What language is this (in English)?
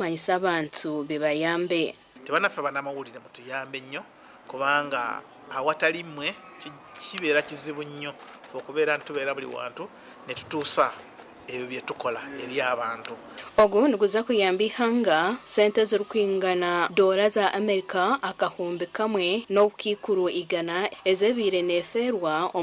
Nyankole